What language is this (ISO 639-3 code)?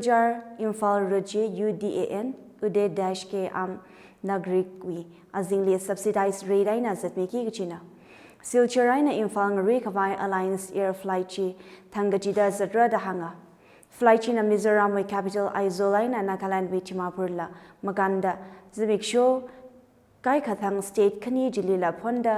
nmf